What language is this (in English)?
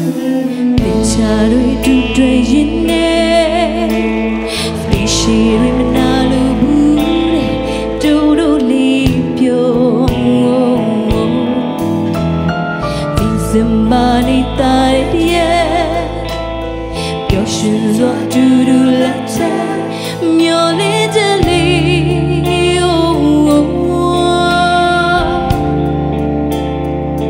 Burmese